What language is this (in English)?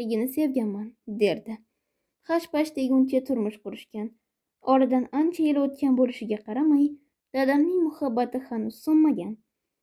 Uzbek